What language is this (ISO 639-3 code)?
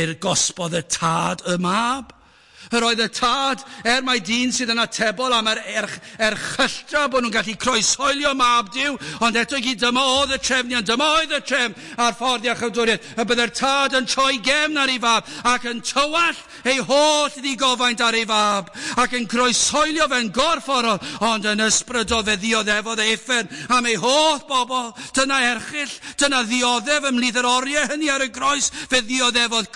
cym